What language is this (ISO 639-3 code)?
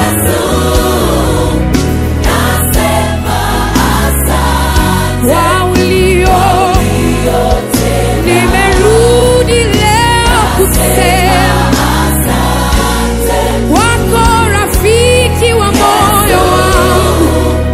swa